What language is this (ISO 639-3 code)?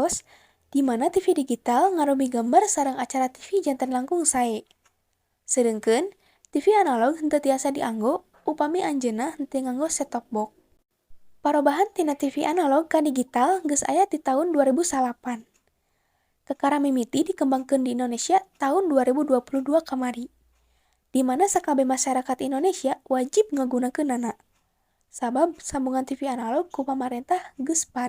sun